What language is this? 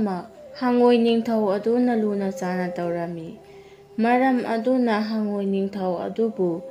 Manipuri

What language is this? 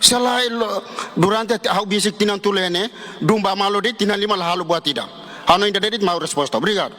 Tetum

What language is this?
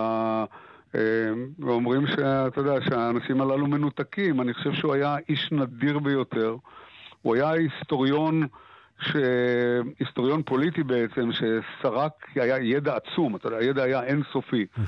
Hebrew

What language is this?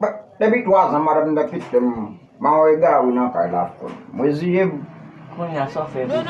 Haitian Creole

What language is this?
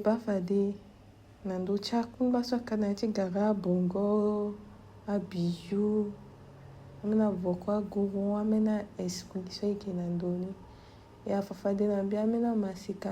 Sango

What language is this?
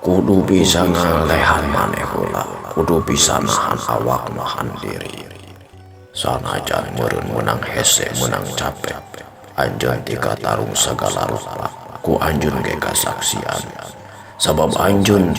Sundanese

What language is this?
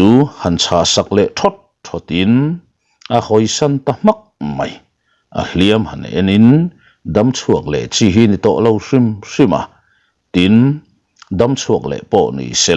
Mizo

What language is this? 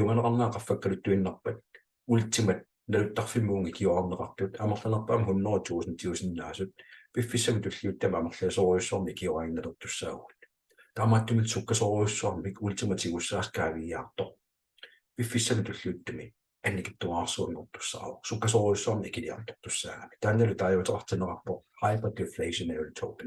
Kalaallisut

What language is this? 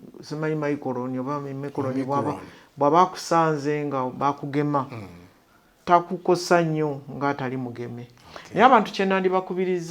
Ganda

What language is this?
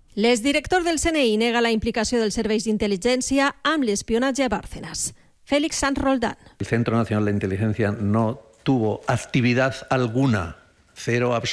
Catalan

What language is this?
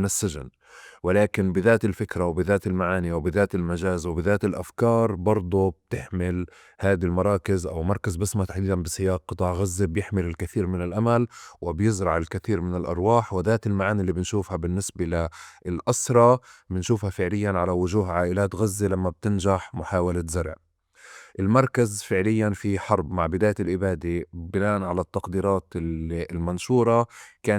North Levantine Arabic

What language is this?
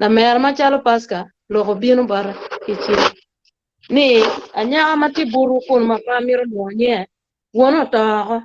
Acoli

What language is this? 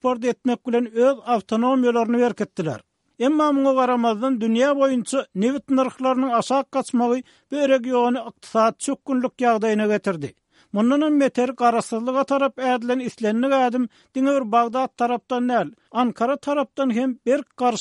Turkmen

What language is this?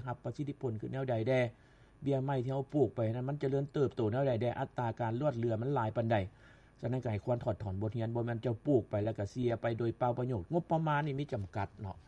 Lao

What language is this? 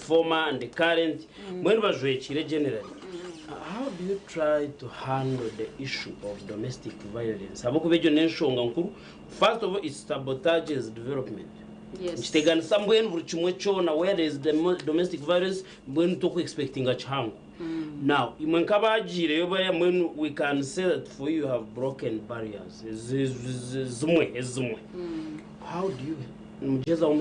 Nyankole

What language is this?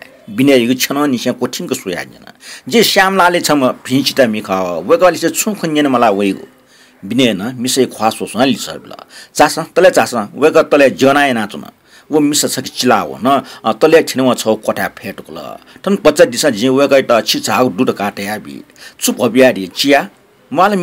Newari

